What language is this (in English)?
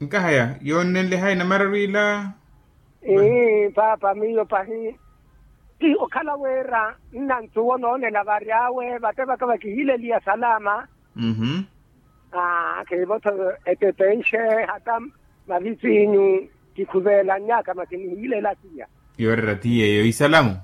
Makhuwa